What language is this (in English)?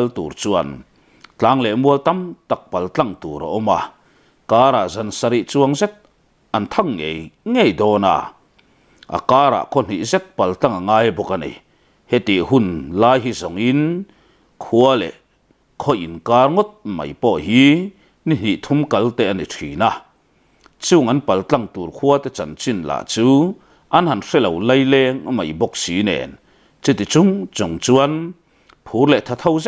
Mizo